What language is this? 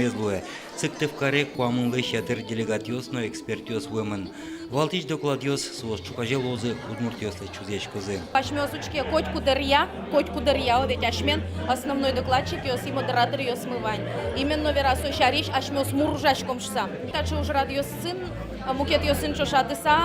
Udmurt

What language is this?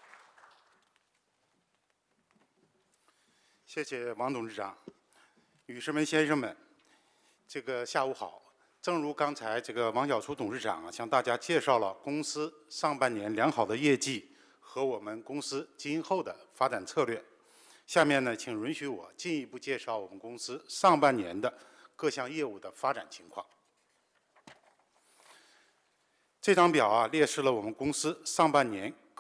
Chinese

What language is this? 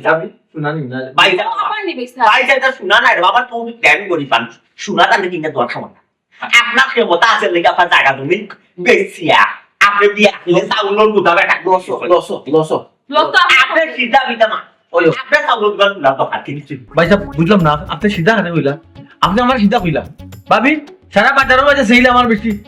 Sylheti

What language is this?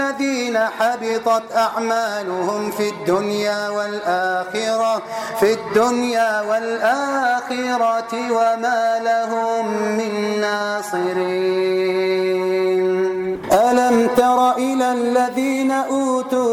Arabic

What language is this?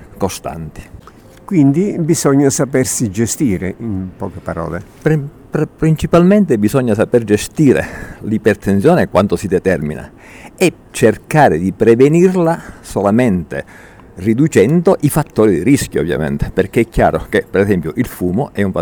Italian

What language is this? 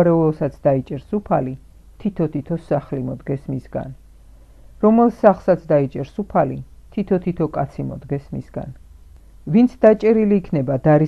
Georgian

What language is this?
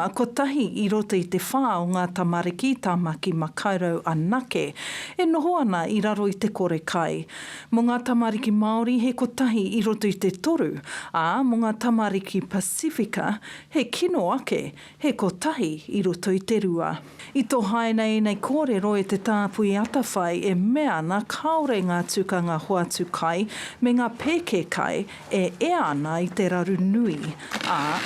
Māori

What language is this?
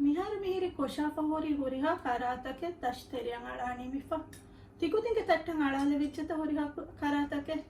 Divehi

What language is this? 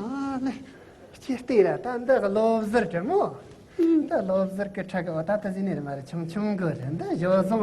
Tibetan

